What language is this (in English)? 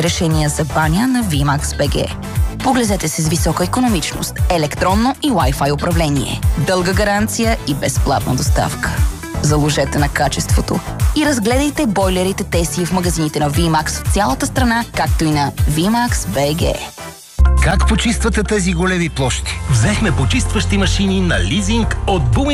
Bulgarian